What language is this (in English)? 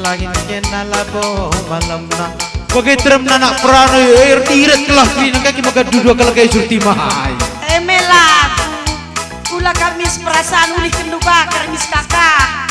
Batak Karo